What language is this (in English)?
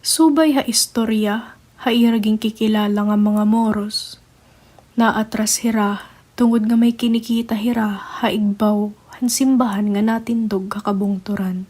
Waray